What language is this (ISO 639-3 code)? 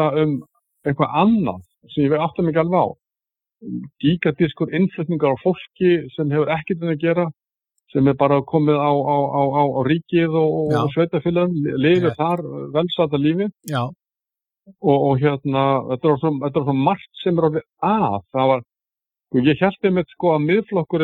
isl